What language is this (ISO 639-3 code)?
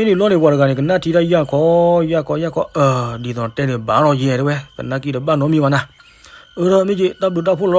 ksw